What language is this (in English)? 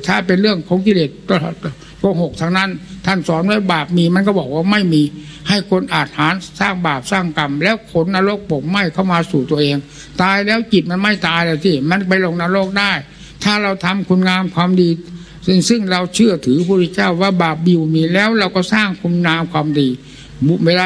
Thai